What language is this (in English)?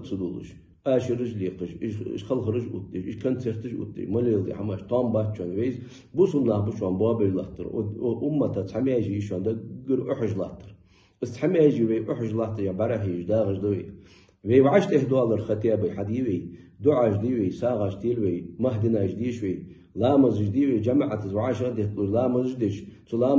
Ingush